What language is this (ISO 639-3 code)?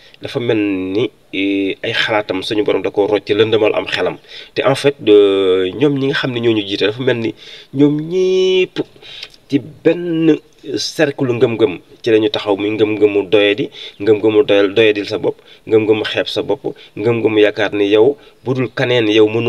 wol